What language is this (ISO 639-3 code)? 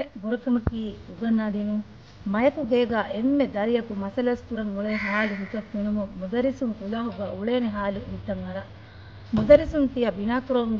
div